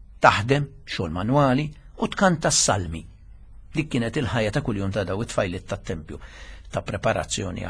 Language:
Maltese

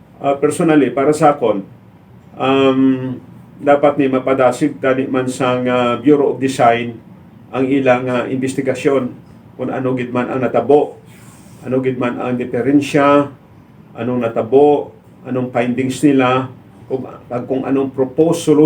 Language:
Hiligaynon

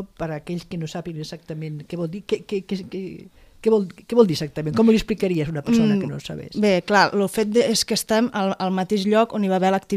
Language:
Catalan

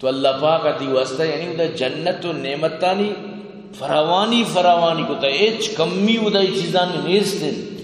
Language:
Eastern Balochi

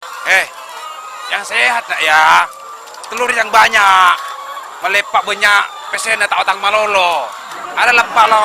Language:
Madurese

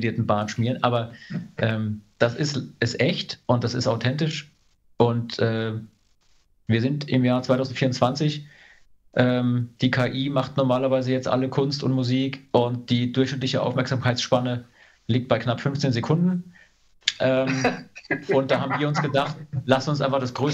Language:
German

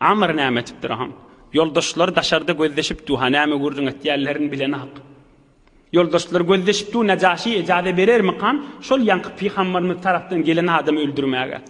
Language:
Turkmen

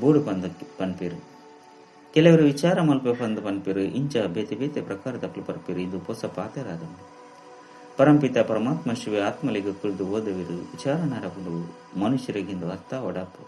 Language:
Tulu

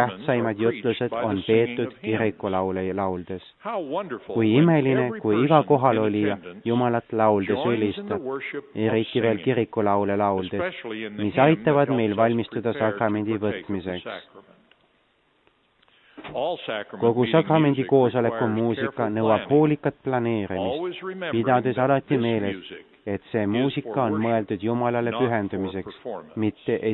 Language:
Estonian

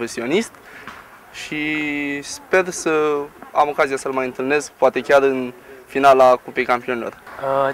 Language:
Romanian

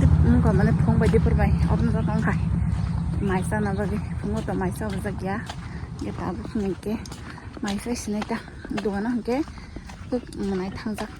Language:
Kok Borok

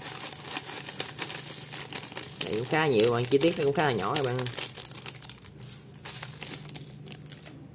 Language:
Vietnamese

